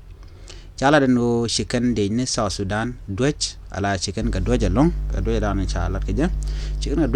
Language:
Nuer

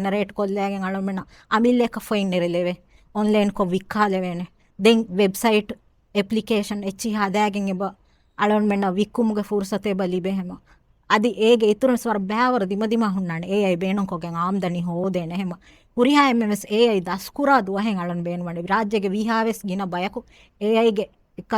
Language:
Divehi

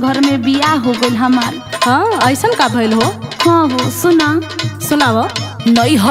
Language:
Bhojpuri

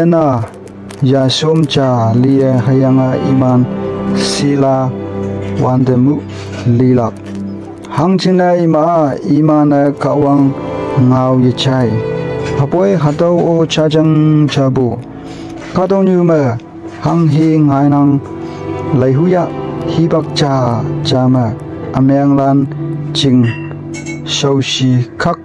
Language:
Konyak Naga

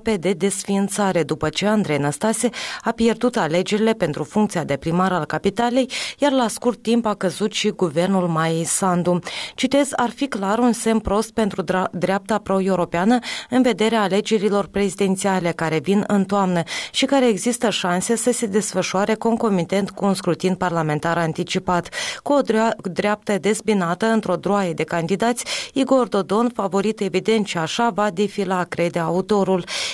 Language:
Romanian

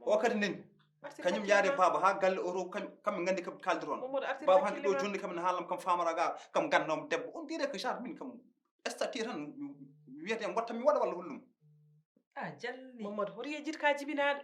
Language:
Fula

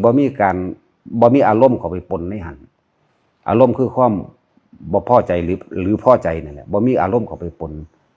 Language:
Lao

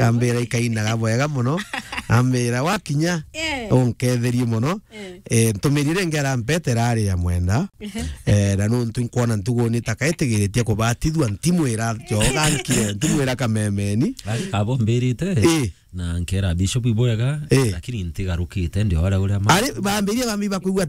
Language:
Meru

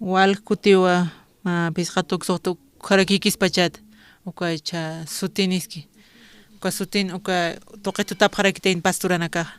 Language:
Aymara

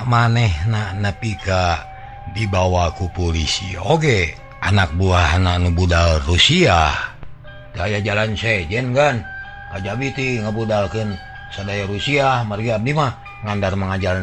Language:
Sundanese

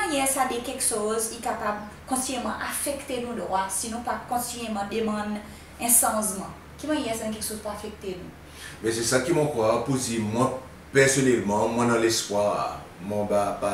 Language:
Seselwa Creole French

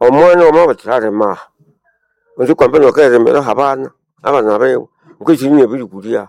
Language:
Nande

